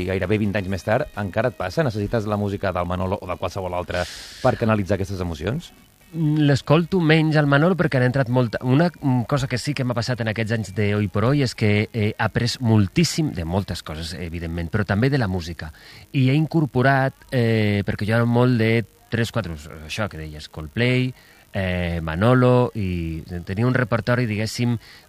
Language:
Catalan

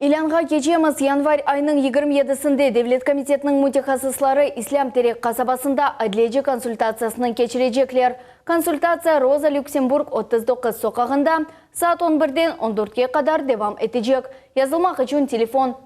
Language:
Crimean Tatar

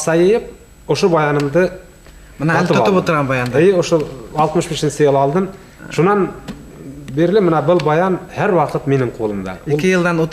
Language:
Bashkir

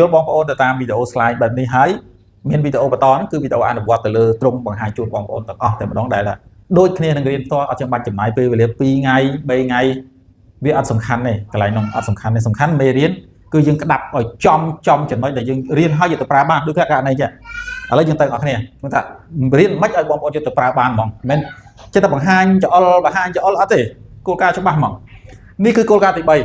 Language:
Khmer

